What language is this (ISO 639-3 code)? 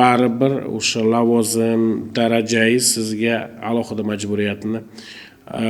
uzb